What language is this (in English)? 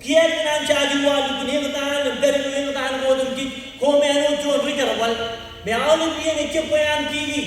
Marshallese